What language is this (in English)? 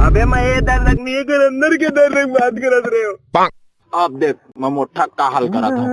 Chhattisgarhi